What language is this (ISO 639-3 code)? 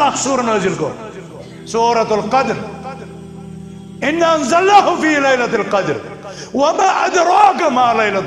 kas